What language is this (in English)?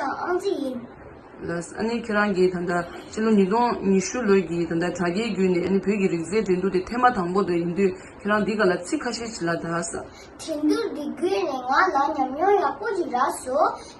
Tibetan